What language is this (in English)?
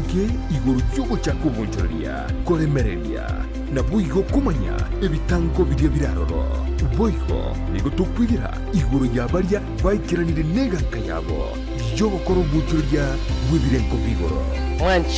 Gusii